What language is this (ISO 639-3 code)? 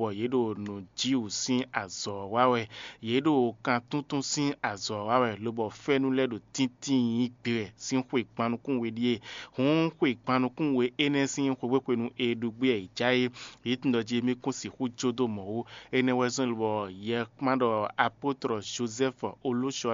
fon